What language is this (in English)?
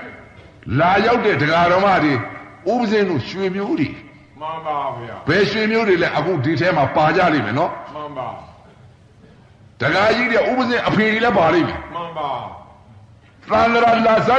Burmese